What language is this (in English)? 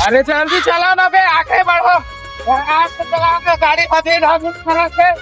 Chhattisgarhi